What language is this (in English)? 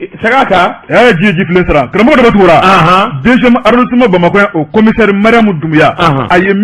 Bambara